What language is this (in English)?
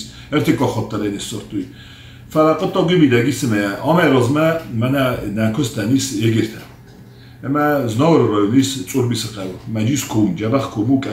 Ossetic